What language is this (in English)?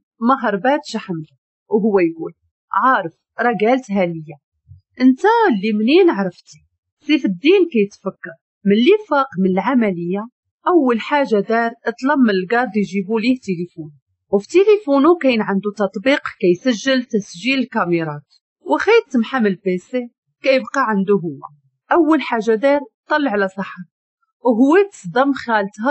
Moroccan Arabic